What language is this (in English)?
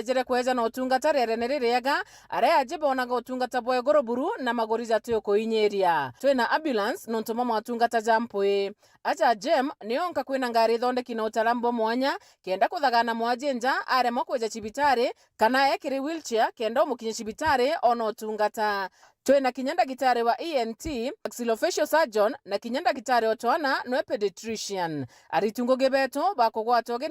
Meru